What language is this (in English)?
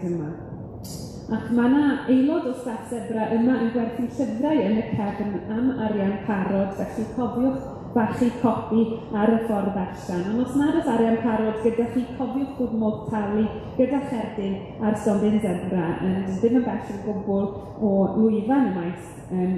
Welsh